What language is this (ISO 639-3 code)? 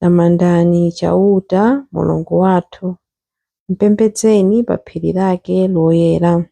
nya